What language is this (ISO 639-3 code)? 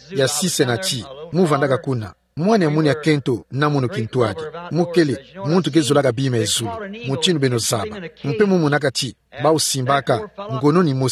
ktu